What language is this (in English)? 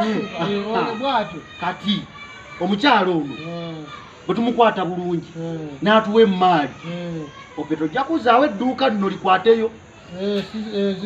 Ganda